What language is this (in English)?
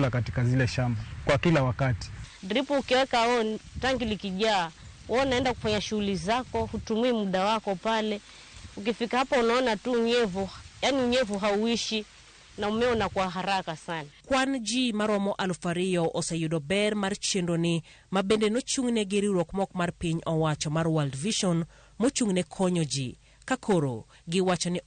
Luo (Kenya and Tanzania)